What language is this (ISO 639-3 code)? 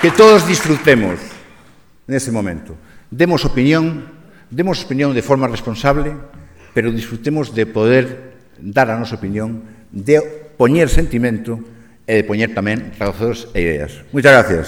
glg